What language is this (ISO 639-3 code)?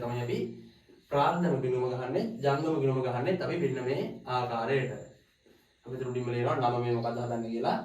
sin